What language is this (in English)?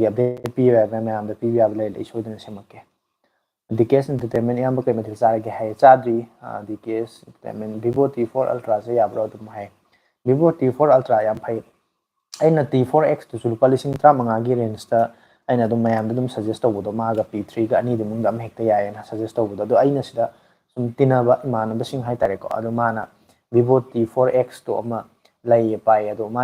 Manipuri